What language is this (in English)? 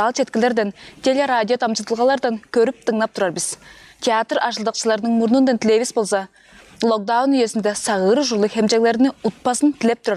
Tuvinian